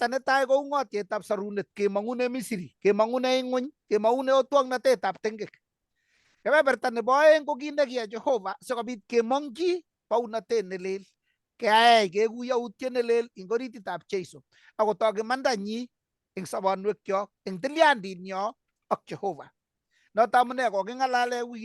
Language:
Kalenjin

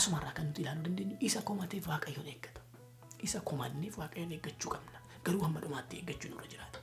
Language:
Oromo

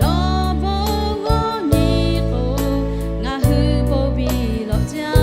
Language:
Lahu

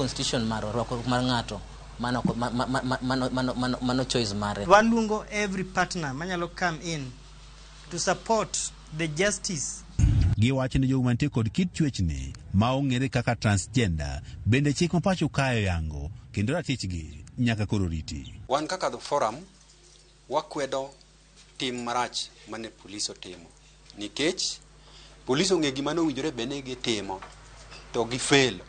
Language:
Luo (Kenya and Tanzania)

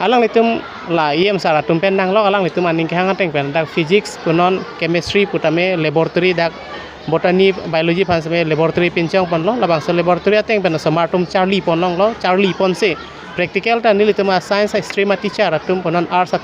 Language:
Karbi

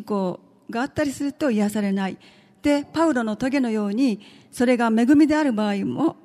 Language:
Japanese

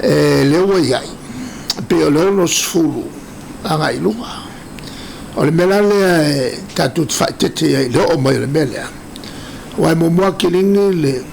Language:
Samoan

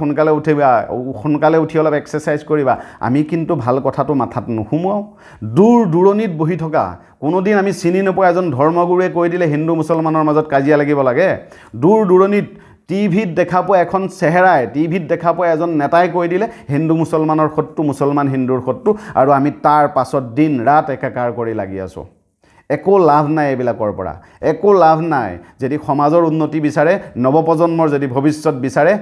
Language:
Assamese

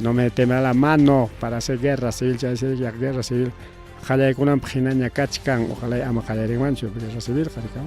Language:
Ayacucho Quechua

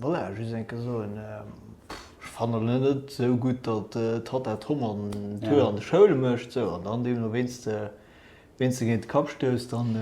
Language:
Luxembourgish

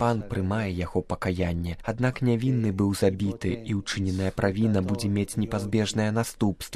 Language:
Belarusian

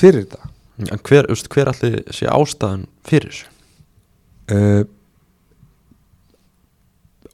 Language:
Icelandic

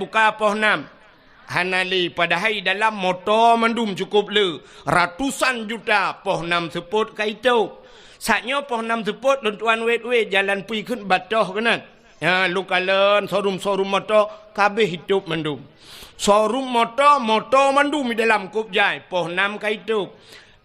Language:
Achinese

